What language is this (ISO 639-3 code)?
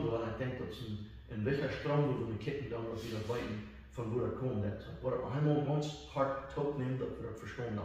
pdt